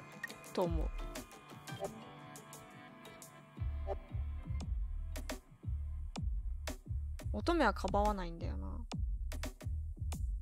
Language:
Japanese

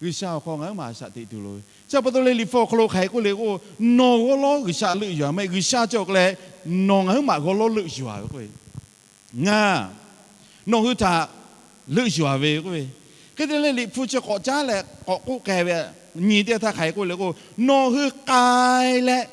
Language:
Lahu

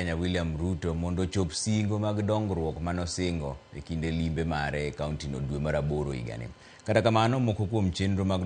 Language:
Luo (Kenya and Tanzania)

